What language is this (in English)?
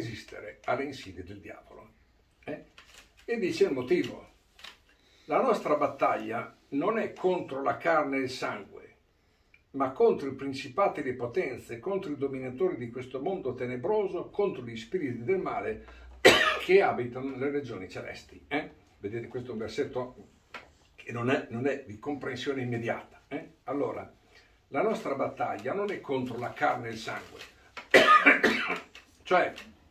Italian